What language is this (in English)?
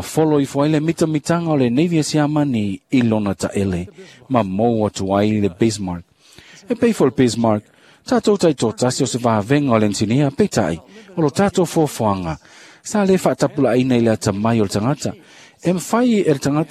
Samoan